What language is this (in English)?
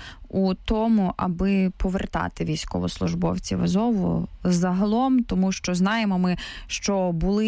Ukrainian